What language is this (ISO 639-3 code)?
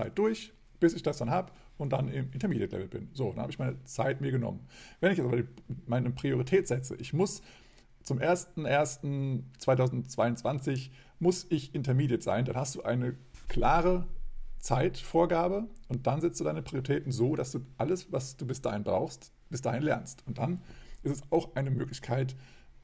deu